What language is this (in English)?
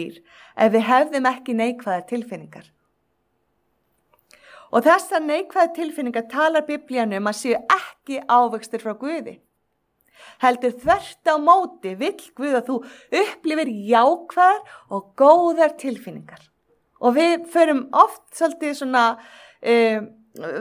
Icelandic